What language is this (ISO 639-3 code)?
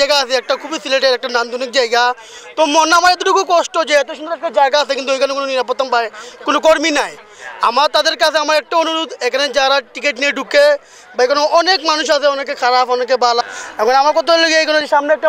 syl